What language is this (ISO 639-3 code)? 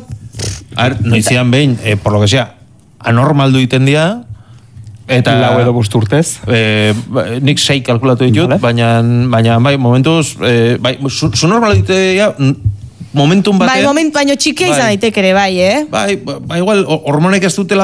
eus